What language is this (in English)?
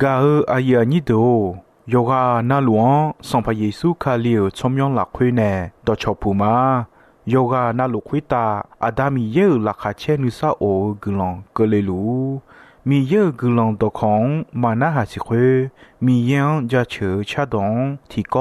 Akha